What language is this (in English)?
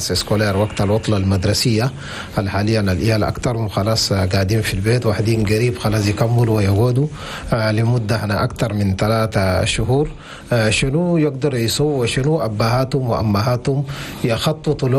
Chadian Arabic